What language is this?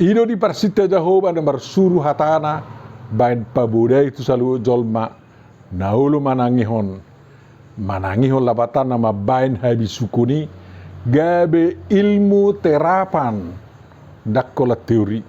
Batak Toba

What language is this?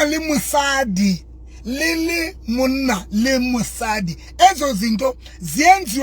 Southern Sotho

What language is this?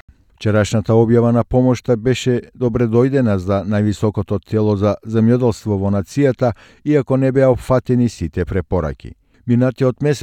Macedonian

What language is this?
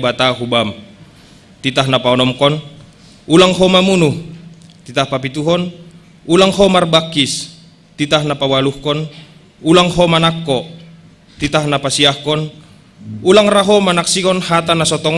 Batak Simalungun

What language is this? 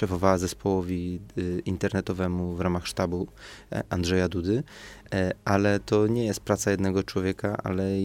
Polish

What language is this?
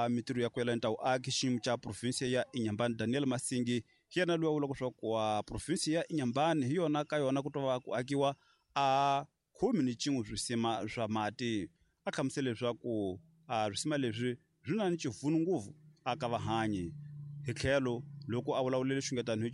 Tsonga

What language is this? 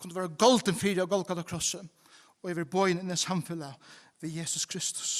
Faroese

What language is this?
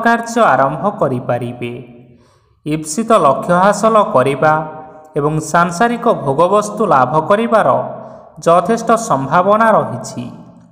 Odia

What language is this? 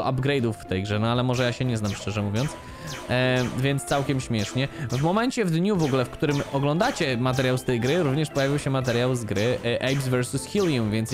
Polish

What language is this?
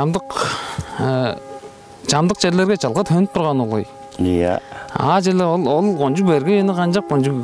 Tuvinian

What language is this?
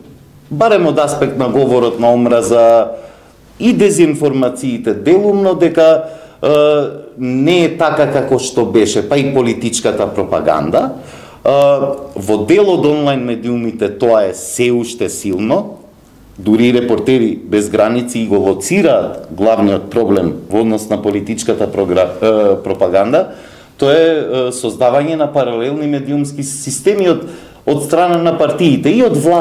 Macedonian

